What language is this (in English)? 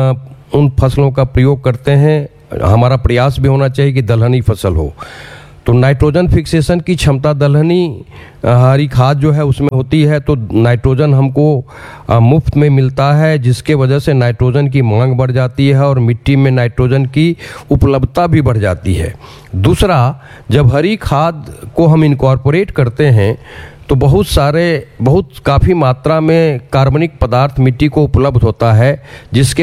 Hindi